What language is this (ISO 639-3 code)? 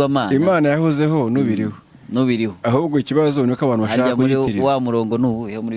kin